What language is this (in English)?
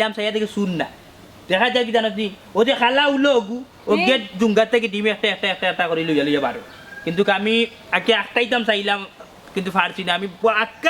Sylheti